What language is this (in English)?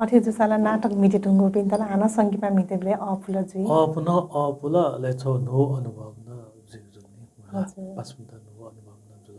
Newari